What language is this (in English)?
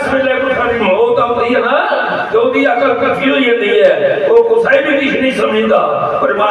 Dogri